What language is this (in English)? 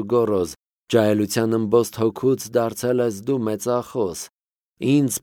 Armenian